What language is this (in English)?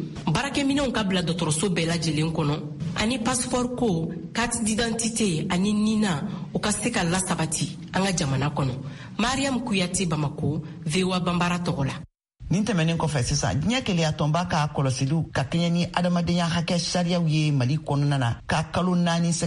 Bambara